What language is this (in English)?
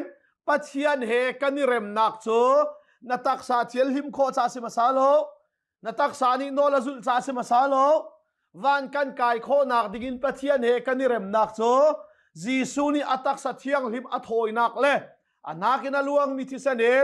Hakha Chin